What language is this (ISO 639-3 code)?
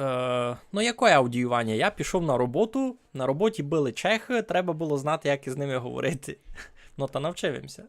rue